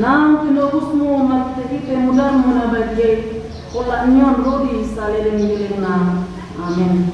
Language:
Batak Toba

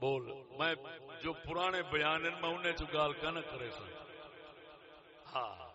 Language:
Saraiki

